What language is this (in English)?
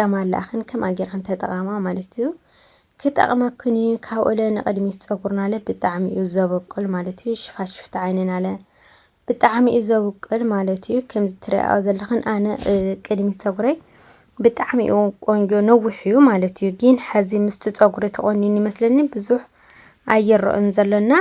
Tigrinya